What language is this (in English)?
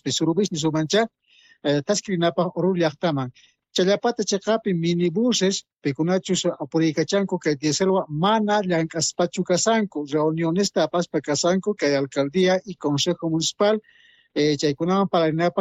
South Bolivian Quechua